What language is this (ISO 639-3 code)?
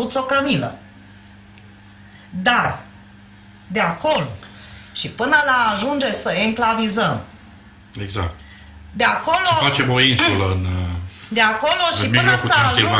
ron